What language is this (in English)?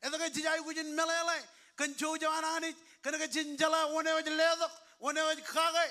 Marshallese